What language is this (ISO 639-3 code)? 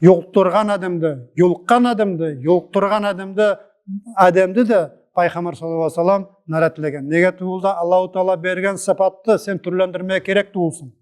nog